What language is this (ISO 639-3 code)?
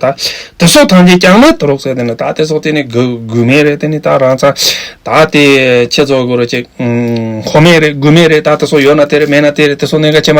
bod